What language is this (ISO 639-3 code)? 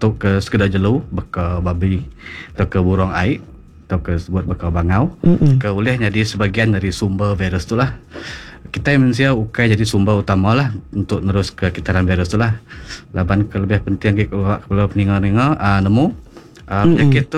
iba